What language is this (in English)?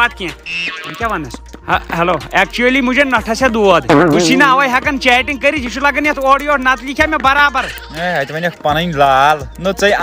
Kashmiri